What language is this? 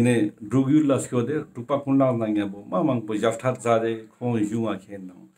Ladakhi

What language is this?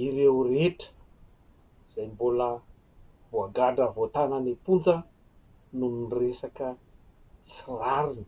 Malagasy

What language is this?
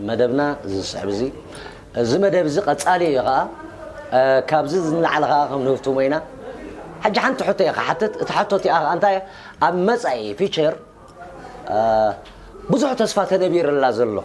Tigrinya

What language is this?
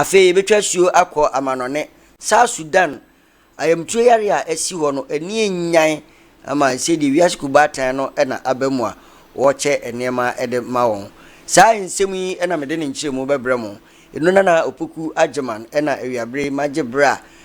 Akan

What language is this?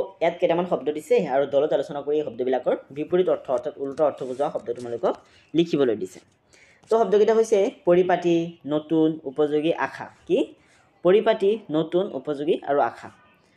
Assamese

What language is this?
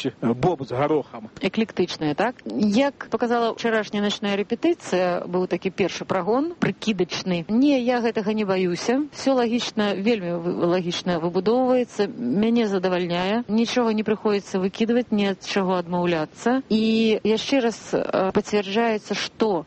Belarusian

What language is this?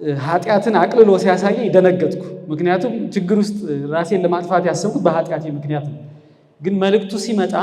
Amharic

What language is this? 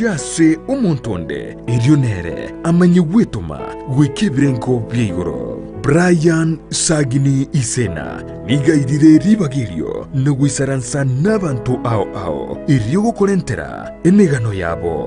Gusii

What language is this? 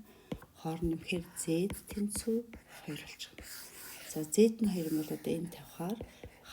Mongolian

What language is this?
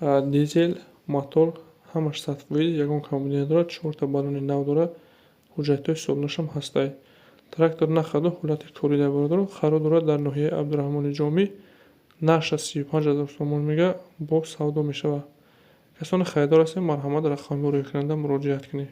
Tajik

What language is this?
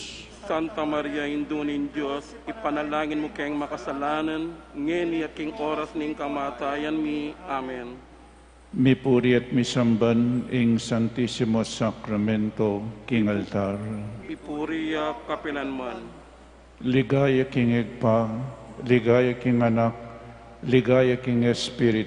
Pampanga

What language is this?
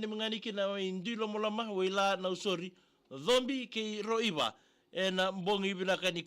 Fijian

